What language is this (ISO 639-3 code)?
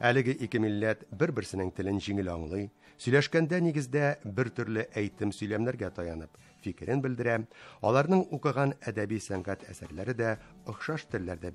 tat